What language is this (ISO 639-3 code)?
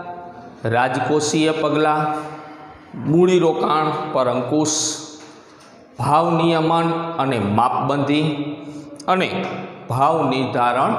guj